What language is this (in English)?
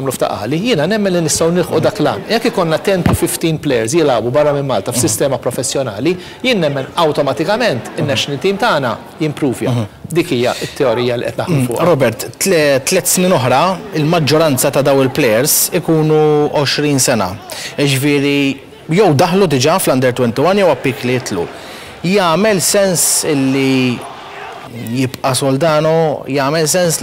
Maltese